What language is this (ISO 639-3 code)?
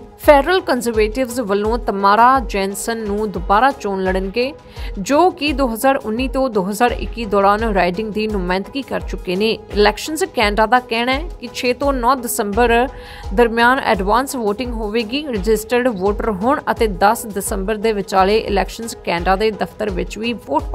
pan